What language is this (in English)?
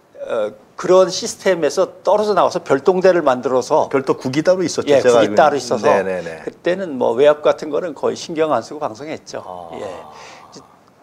Korean